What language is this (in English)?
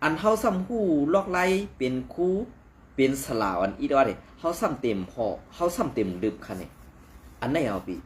Shan